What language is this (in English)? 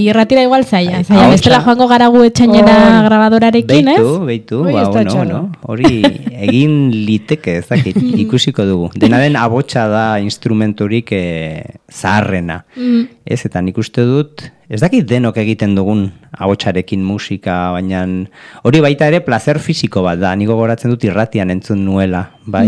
Basque